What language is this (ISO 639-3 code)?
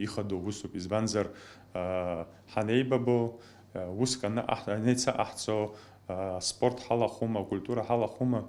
abk